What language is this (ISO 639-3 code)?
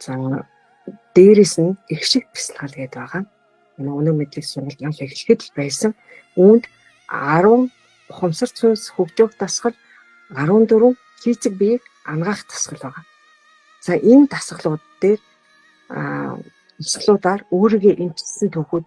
mon